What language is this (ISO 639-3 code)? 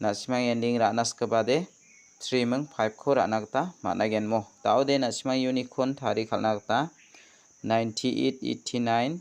grt